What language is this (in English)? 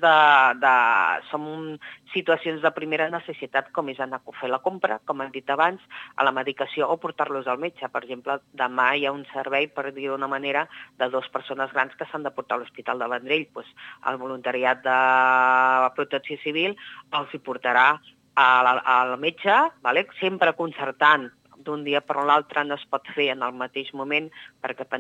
Catalan